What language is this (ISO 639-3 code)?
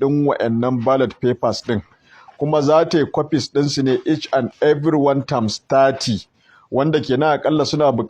hau